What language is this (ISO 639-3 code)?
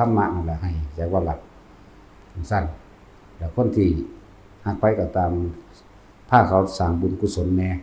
tts